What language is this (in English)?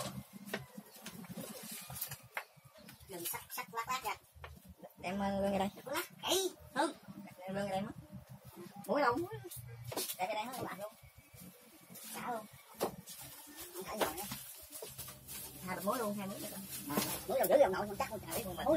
Vietnamese